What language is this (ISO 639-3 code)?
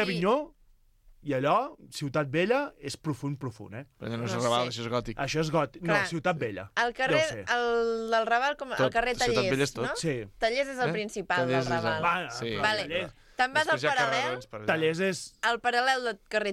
cat